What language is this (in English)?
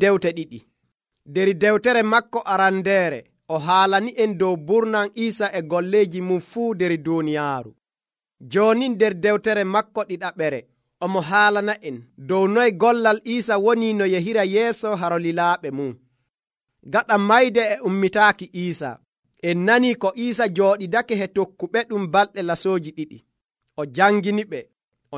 Nigerian Fulfulde